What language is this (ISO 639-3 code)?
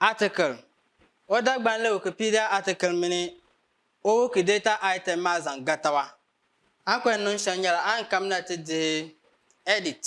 dag